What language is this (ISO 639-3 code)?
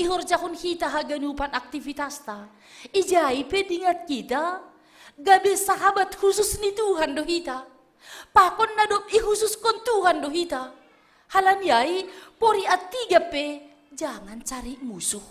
bts